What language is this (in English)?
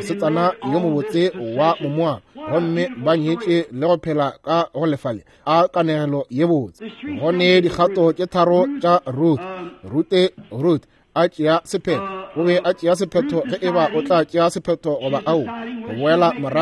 Northern Sotho